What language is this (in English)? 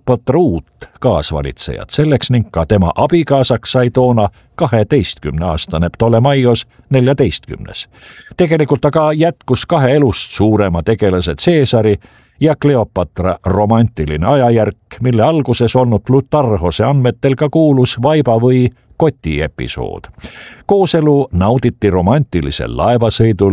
Estonian